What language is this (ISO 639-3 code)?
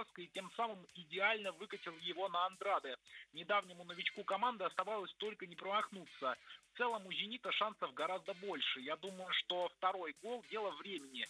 rus